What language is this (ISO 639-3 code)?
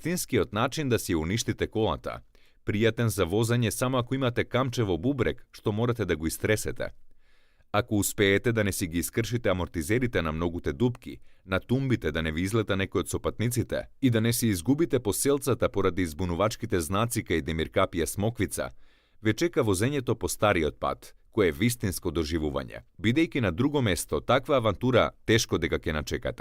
mkd